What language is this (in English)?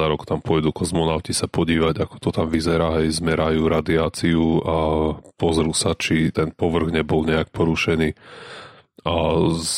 Slovak